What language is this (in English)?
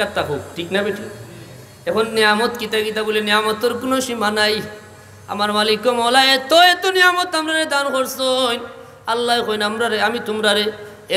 Sylheti